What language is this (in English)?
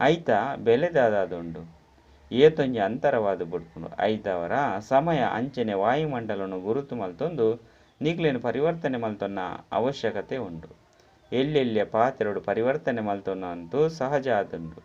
Tulu